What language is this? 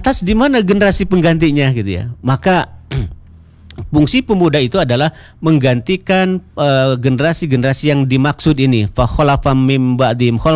Indonesian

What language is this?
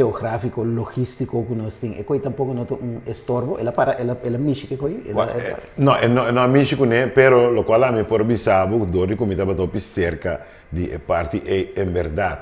Papiamento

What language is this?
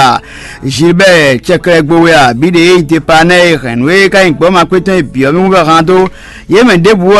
Fon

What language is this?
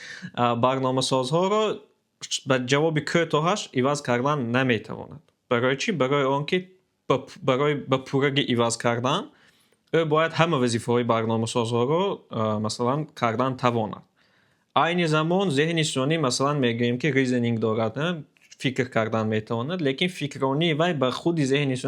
Tajik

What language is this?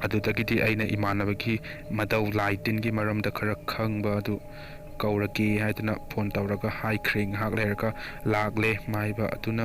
Manipuri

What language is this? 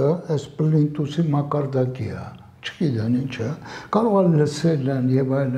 Armenian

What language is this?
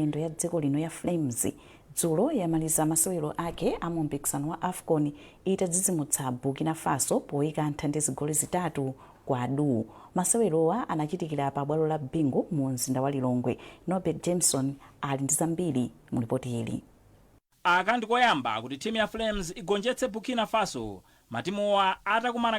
Nyanja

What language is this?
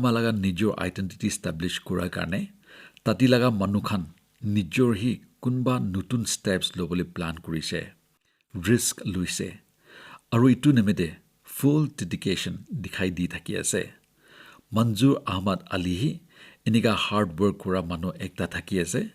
Naga Pidgin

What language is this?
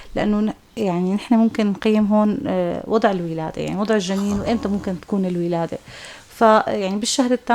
North Levantine Arabic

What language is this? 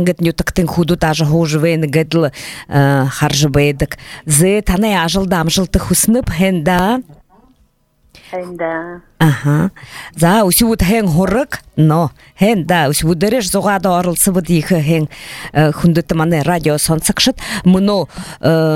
Buriat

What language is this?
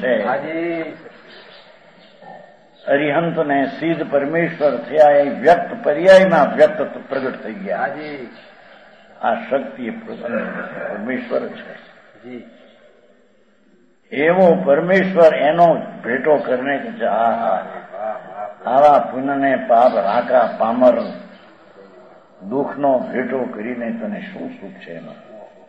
Gujarati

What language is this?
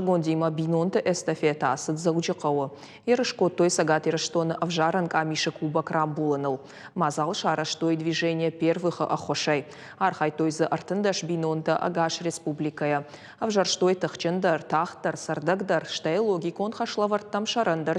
Ossetic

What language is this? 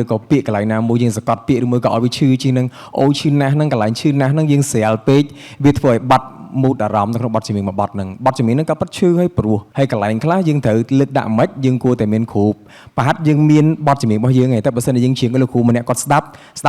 Khmer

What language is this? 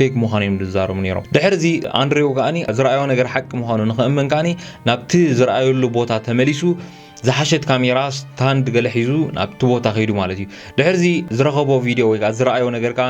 Tigrinya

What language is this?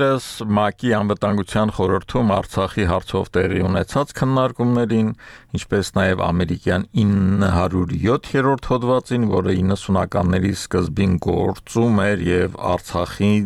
Armenian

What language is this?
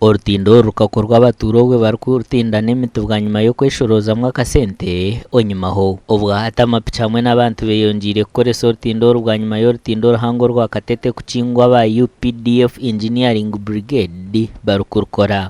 Nyankole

